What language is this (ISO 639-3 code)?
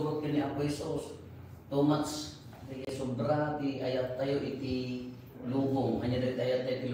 ilo